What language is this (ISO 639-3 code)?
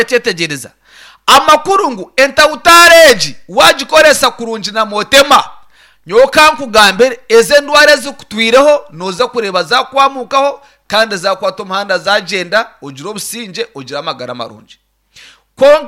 nyn